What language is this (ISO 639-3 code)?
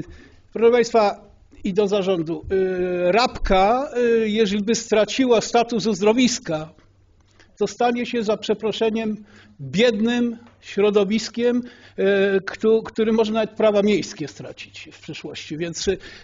pol